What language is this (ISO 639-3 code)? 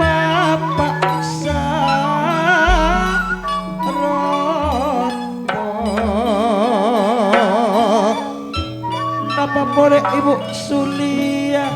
mad